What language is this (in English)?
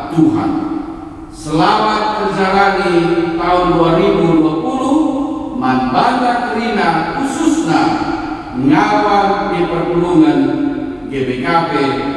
Batak Karo